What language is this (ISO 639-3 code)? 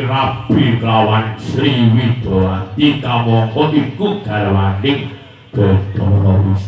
jav